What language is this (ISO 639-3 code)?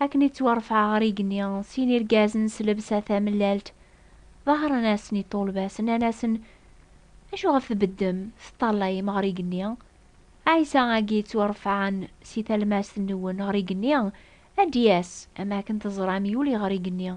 kab